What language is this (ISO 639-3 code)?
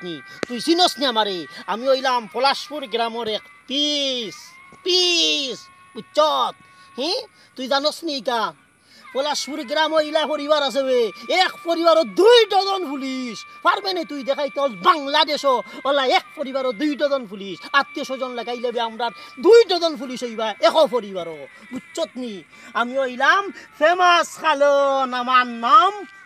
syl